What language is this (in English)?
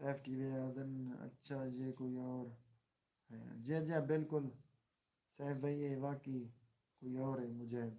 Saraiki